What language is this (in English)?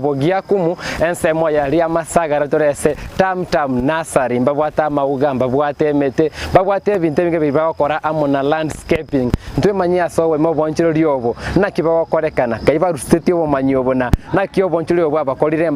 Gusii